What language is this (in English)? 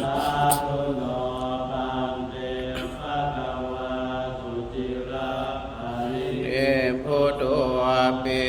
Pali